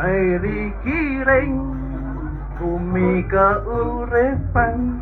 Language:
Balinese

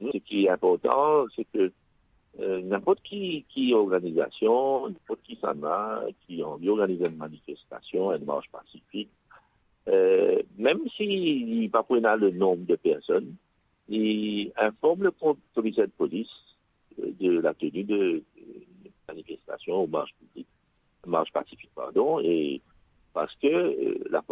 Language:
Morisyen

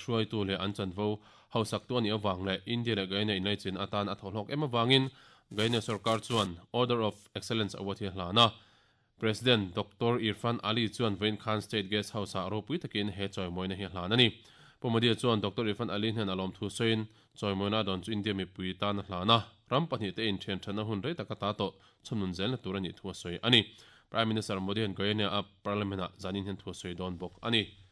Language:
Mizo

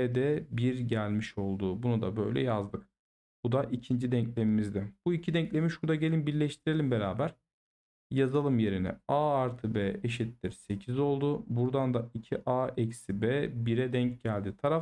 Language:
Turkish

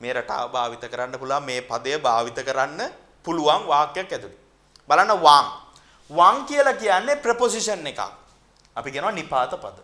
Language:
Sinhala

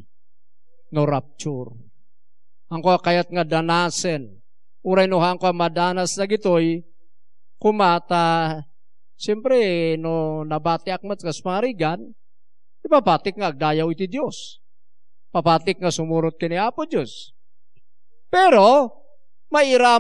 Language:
Iloko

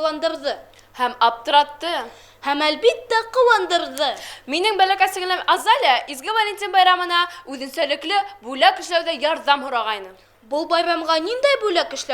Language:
Bashkir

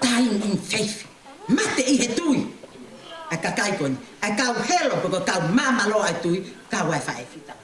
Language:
Tongan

